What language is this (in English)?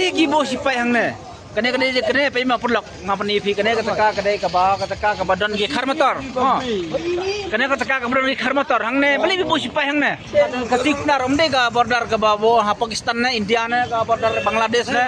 Khasi